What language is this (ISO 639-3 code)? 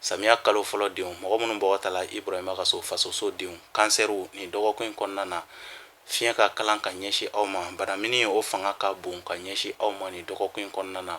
bam